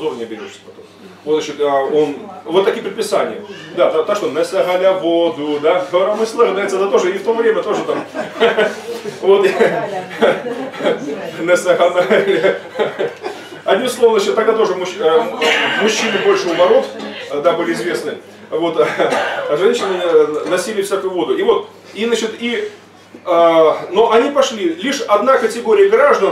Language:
Russian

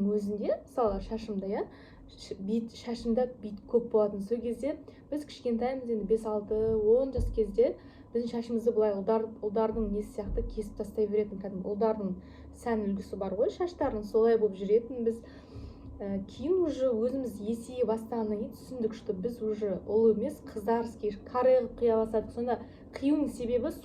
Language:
Kazakh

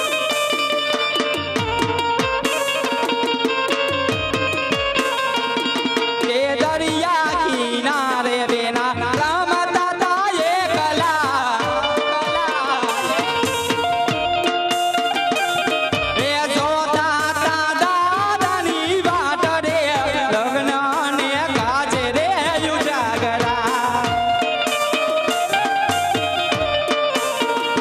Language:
Gujarati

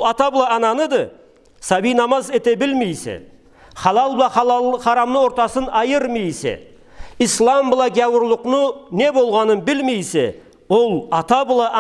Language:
Karachay-Balkar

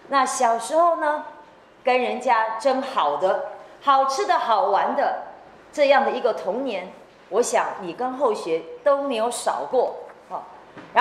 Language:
Chinese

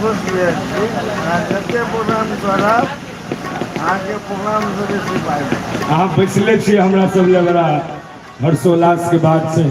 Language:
Maithili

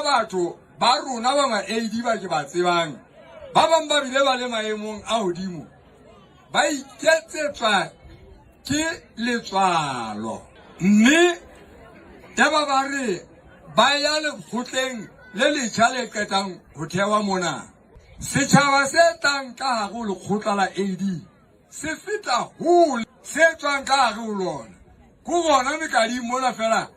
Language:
Southern Sotho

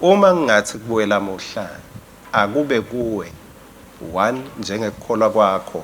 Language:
Swati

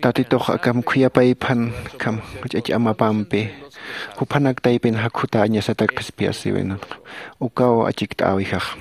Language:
Aymara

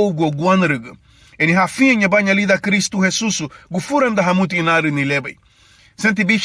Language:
Garifuna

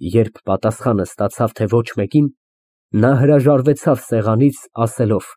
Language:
Armenian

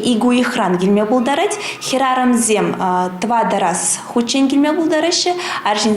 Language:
Chuvash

